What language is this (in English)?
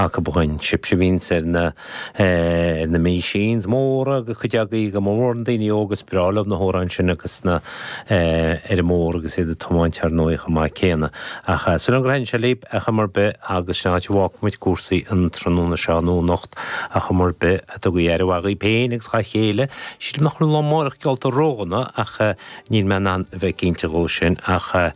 Irish